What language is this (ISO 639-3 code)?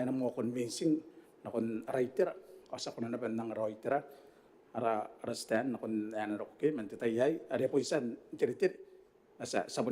gil